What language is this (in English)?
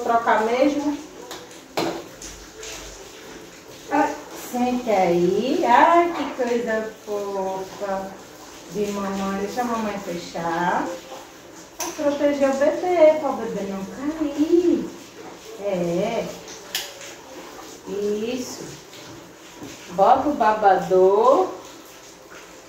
Portuguese